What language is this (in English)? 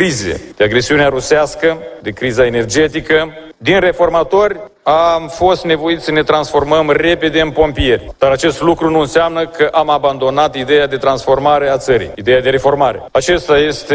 Romanian